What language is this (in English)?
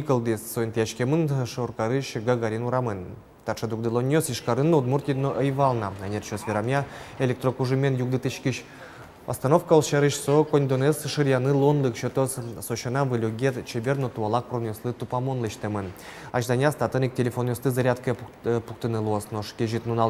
Udmurt